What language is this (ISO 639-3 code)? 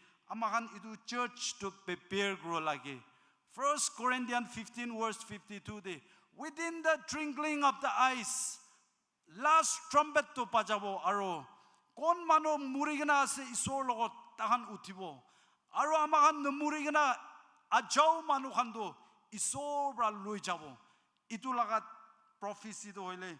nag